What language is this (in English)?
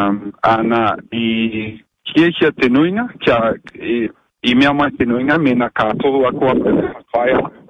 Māori